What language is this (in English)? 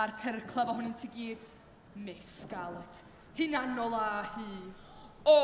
Welsh